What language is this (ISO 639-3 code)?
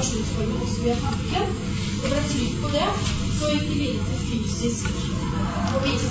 nor